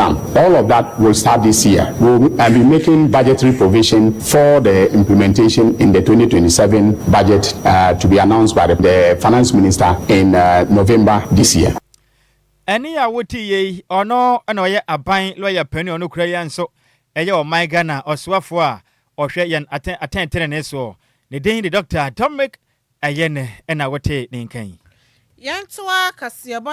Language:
Akan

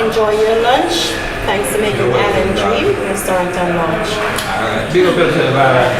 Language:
Jamaican Creole English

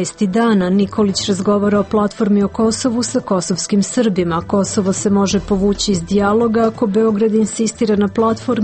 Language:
Serbian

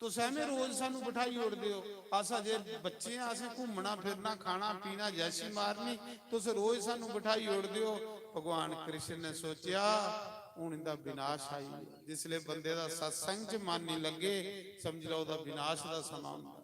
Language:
Dogri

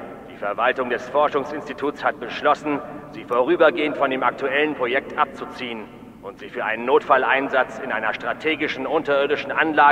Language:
Bavarian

